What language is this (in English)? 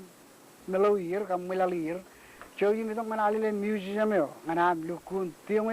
Marshallese